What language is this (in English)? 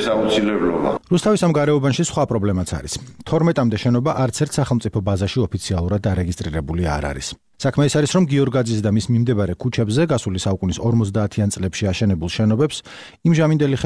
Georgian